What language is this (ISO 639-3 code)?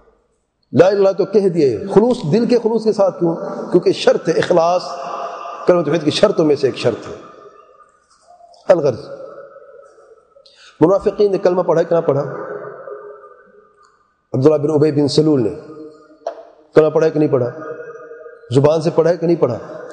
urd